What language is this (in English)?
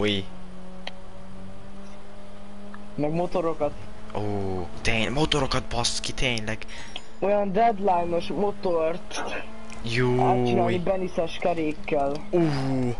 Hungarian